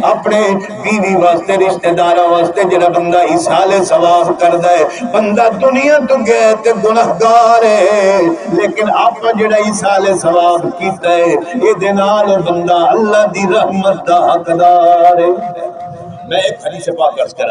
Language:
Saraiki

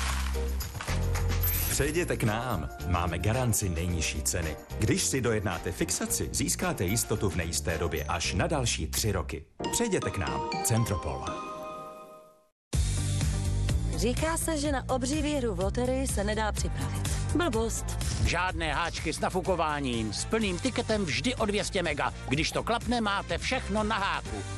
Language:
Czech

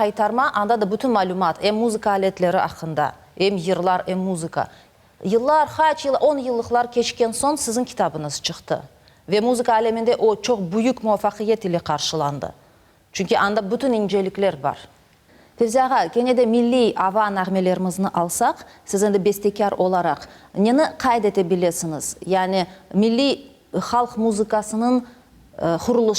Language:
Crimean Tatar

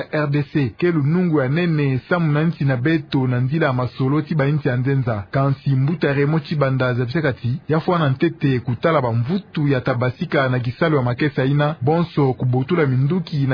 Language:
Kituba (Democratic Republic of Congo)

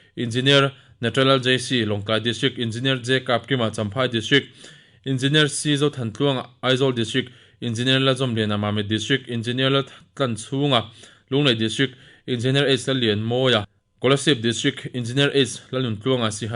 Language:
Mizo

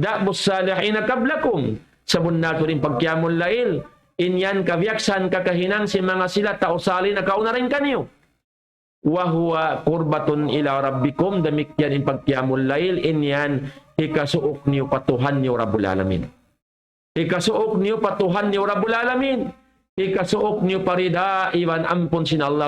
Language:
Tausug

